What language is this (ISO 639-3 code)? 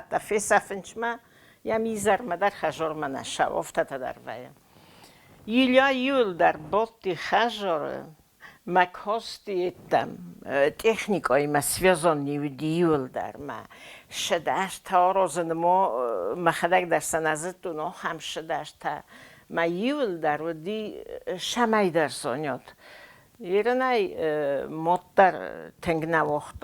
oss